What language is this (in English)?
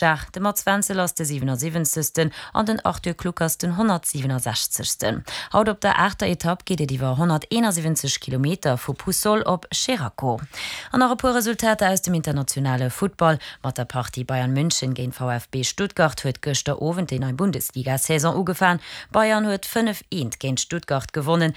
Luxembourgish